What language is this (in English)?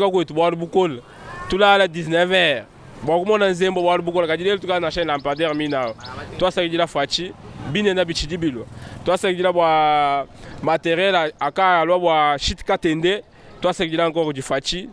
Luba-Lulua